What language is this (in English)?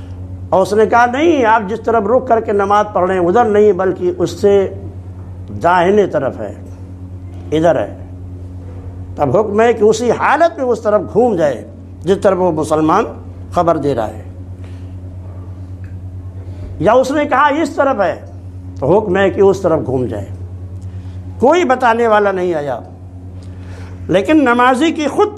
Urdu